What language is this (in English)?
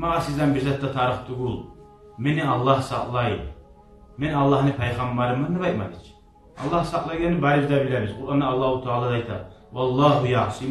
Kumyk